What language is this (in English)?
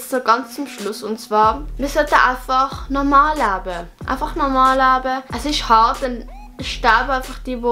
Swiss German